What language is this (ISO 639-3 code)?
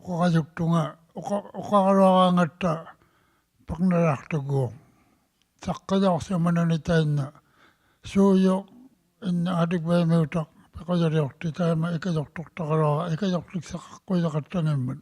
iku